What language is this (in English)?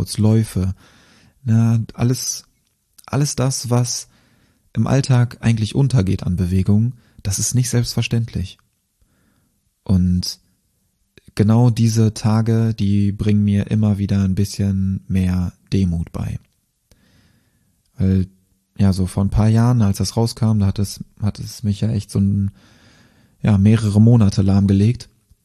German